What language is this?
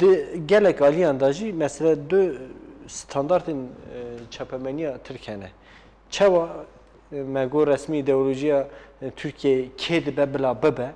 Kurdish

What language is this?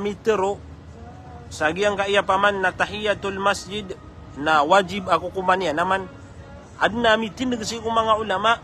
Maranao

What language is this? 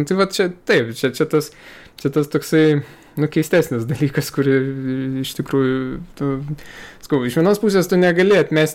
Lithuanian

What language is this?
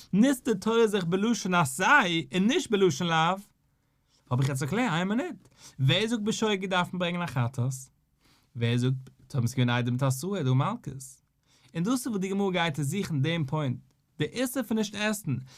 Yiddish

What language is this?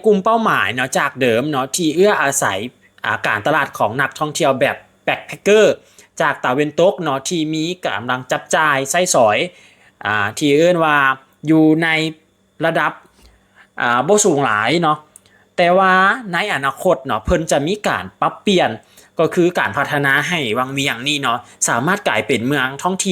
Lao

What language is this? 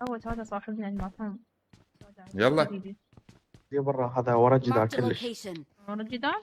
Mesopotamian Arabic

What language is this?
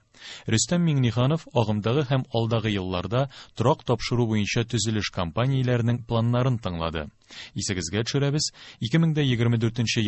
Tatar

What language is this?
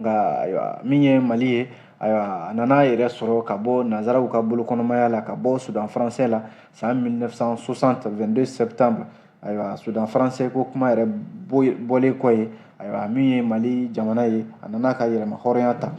Bambara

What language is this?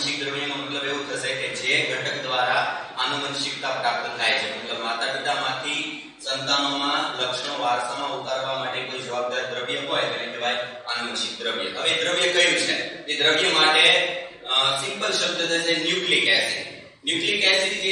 Gujarati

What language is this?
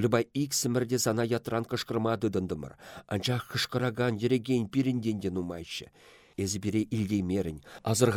Chuvash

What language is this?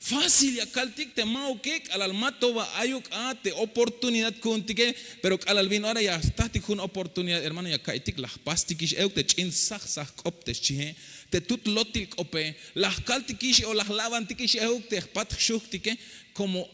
Tzeltal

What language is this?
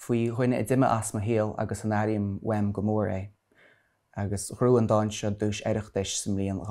Irish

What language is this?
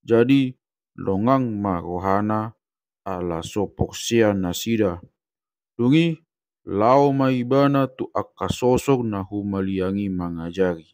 Batak Toba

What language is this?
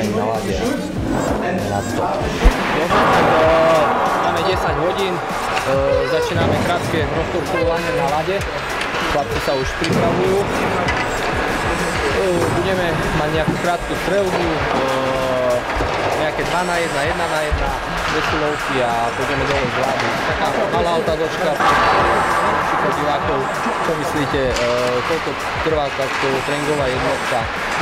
Slovak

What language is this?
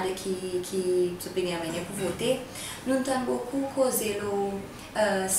Seselwa Creole French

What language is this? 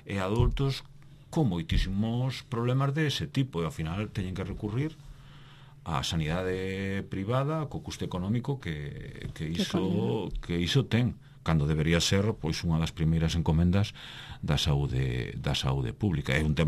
Galician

